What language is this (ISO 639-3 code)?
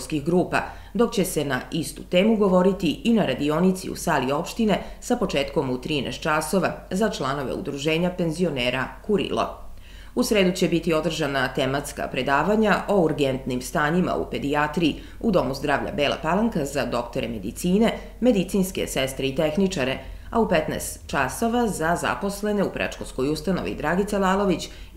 srp